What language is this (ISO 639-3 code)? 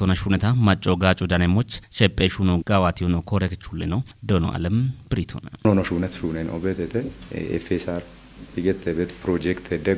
kbr